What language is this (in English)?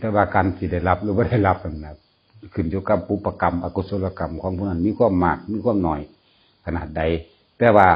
Northeastern Thai